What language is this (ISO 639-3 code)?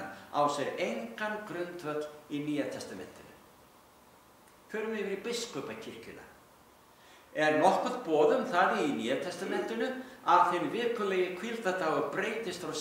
isl